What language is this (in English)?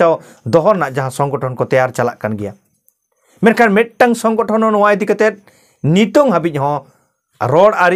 Santali